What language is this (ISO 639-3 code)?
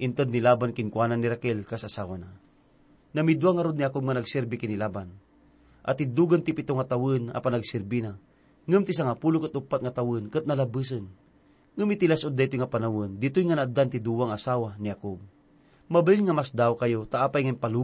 ilo